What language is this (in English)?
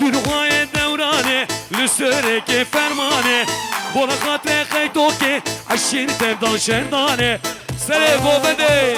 Kurdish